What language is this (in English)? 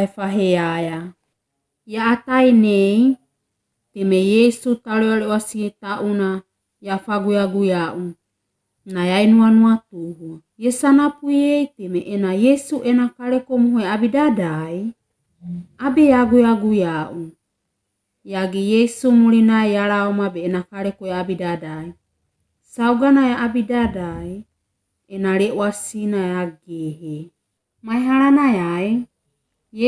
Wagawaga